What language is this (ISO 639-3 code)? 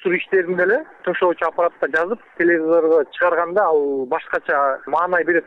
kir